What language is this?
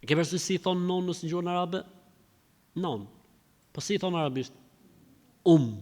Albanian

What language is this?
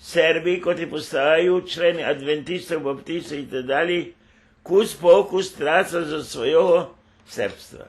Rusyn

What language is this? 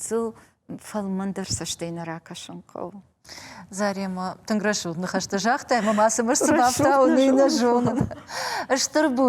Ossetic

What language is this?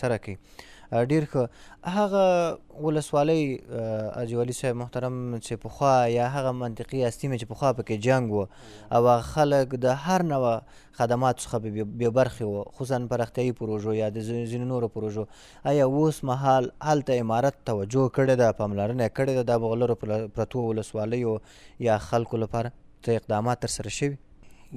Pashto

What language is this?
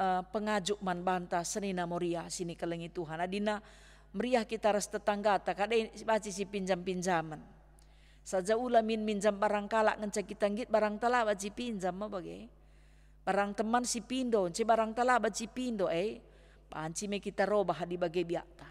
Batak Karo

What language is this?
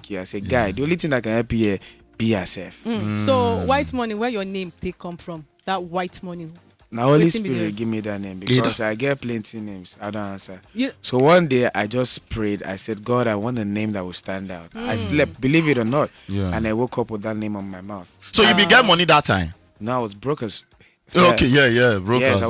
Nigerian Pidgin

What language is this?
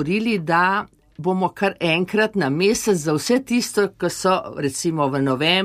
Slovenian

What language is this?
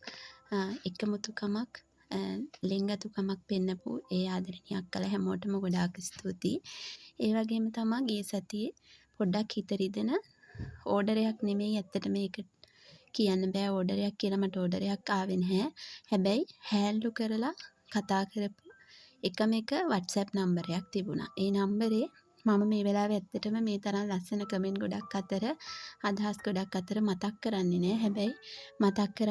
Sinhala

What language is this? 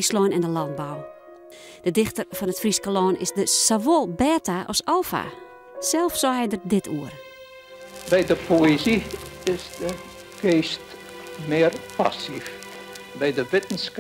Western Frisian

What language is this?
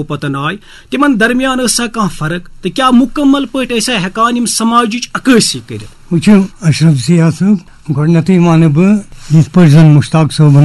Kashmiri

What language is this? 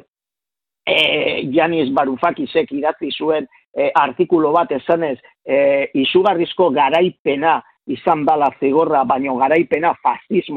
Basque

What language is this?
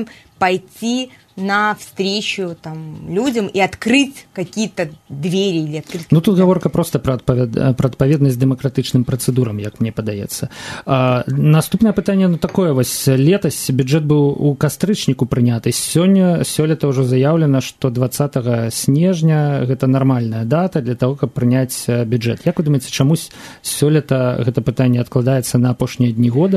Belarusian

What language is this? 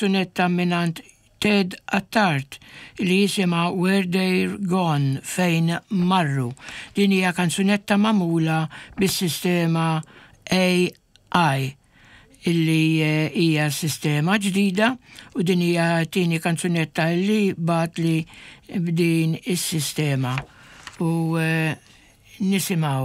Maltese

